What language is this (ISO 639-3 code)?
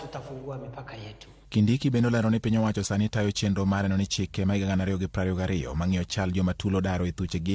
luo